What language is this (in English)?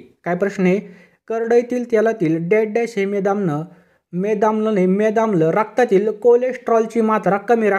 Marathi